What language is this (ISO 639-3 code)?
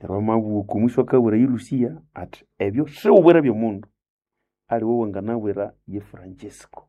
nnb